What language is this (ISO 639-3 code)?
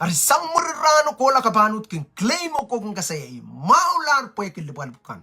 pon